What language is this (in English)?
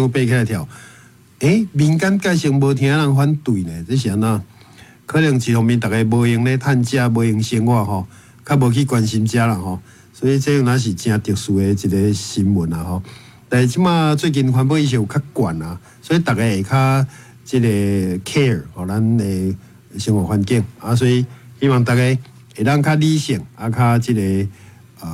Min Nan Chinese